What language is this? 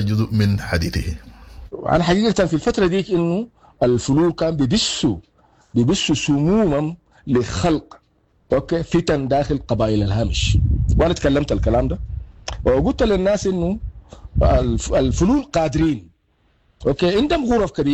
Sudanese Arabic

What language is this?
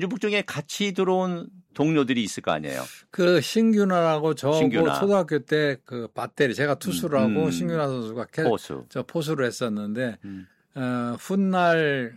Korean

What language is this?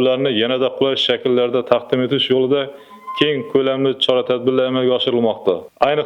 Uzbek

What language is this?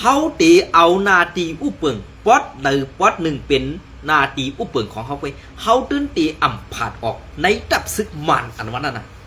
Shan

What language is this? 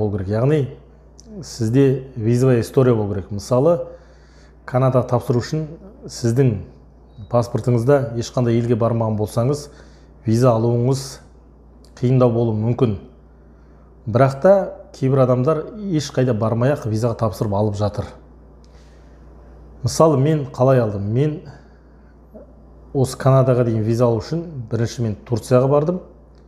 Kazakh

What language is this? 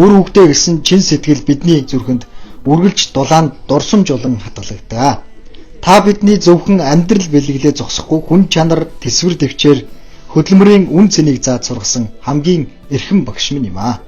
Mongolian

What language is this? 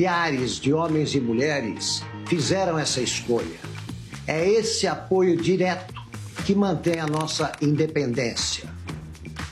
Portuguese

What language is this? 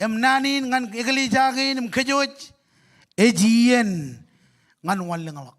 Marshallese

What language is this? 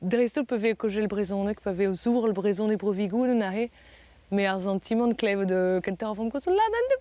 Breton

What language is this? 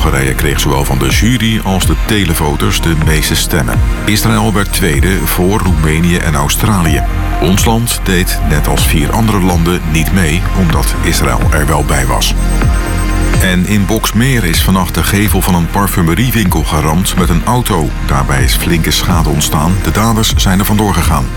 Dutch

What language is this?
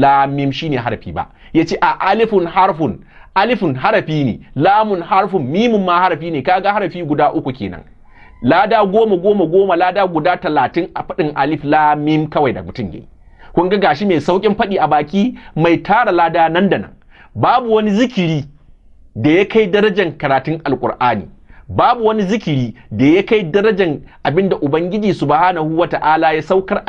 Hausa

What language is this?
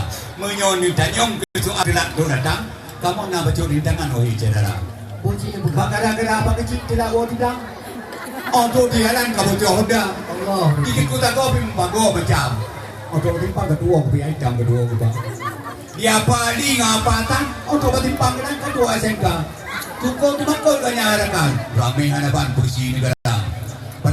Achinese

